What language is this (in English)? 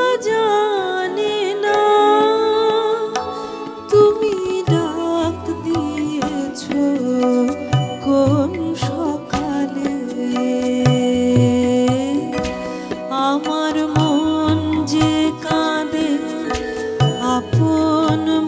Bangla